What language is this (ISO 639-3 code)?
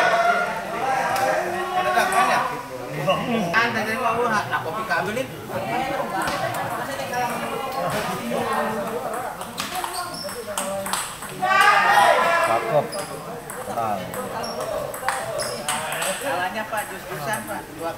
ind